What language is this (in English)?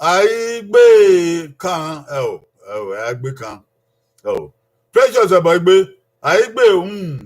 Bini